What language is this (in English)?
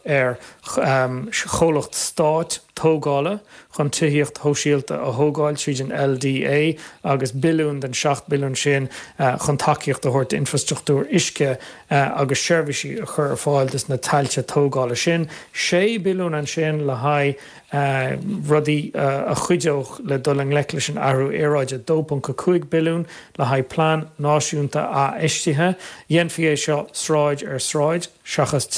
Irish